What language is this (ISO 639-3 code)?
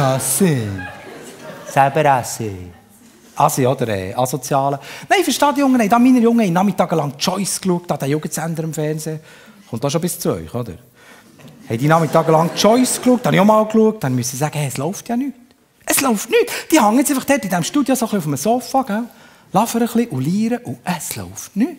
gsw